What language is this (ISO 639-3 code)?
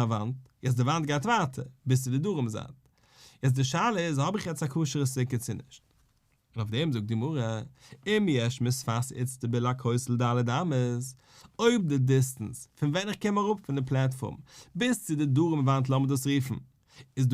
yid